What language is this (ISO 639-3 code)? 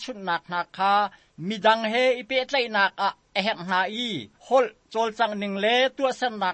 cnh